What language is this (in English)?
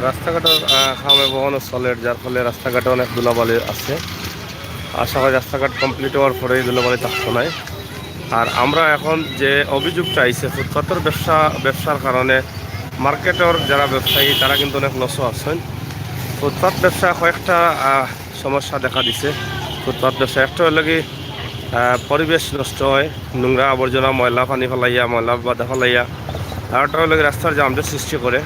Sylheti